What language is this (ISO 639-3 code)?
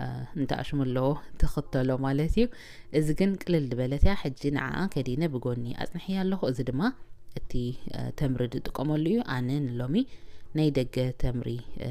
tir